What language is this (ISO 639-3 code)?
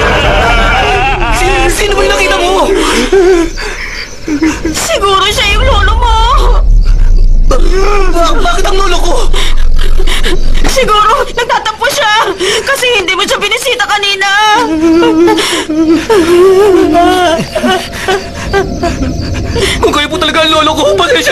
fil